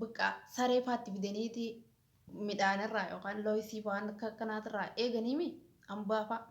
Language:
Oromo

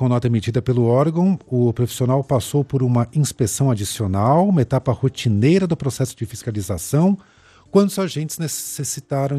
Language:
Portuguese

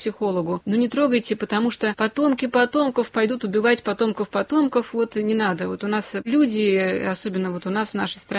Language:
Russian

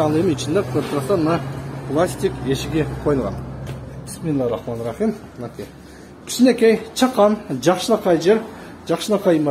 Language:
Kyrgyz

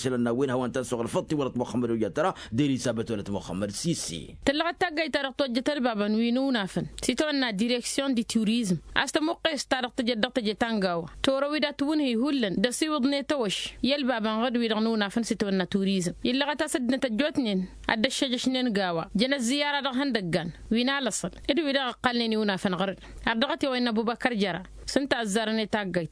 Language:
Tamasheq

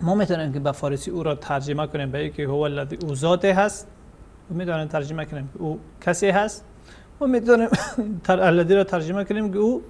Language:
Persian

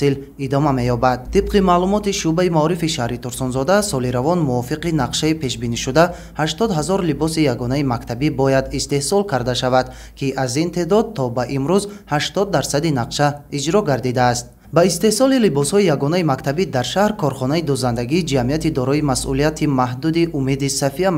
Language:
Tajik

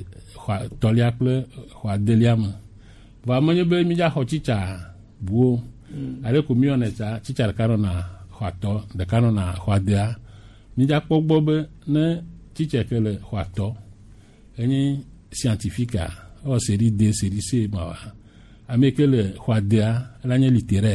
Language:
Gen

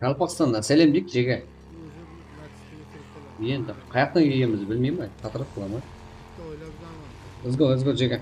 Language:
Kara-Kalpak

